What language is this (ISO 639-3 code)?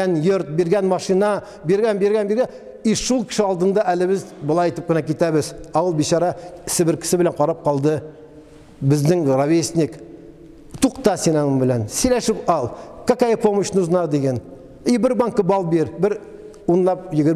tat